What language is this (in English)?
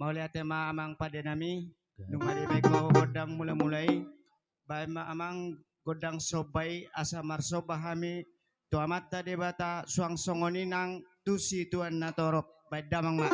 Batak Toba